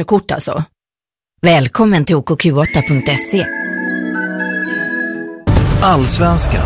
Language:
Swedish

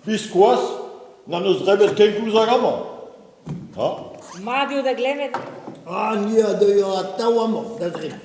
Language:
Breton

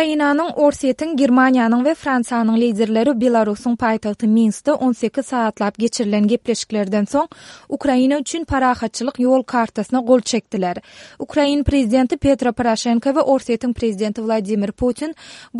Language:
Kyrgyz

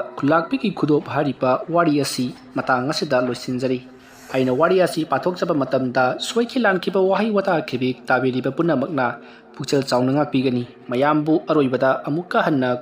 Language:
Manipuri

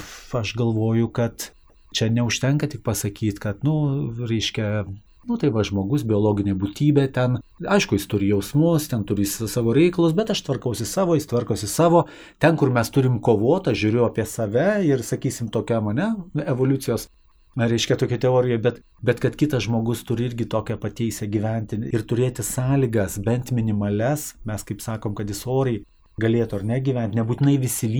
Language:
Lithuanian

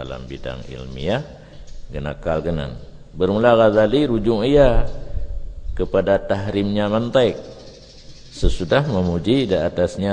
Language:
Achinese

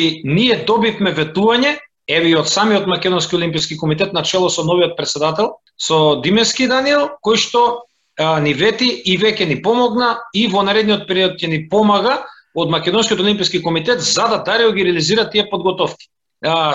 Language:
Macedonian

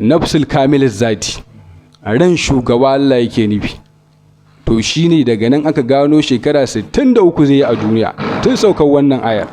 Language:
Hausa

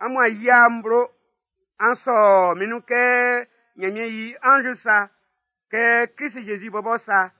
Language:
Baoulé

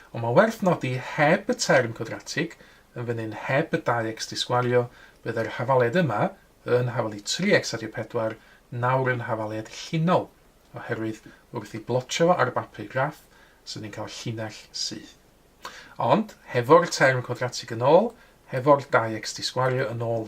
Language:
Welsh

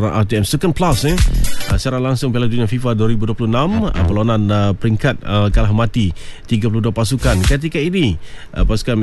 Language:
Malay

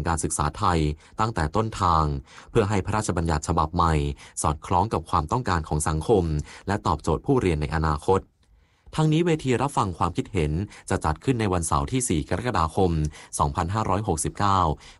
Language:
Thai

